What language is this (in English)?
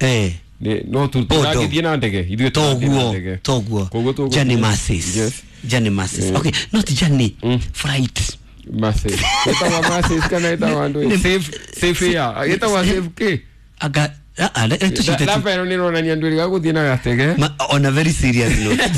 Kikuyu